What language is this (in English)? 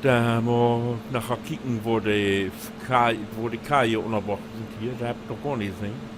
Low German